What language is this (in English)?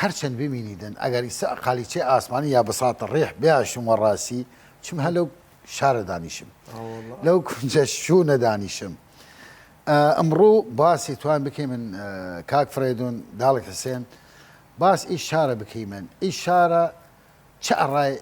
Southern Kurdish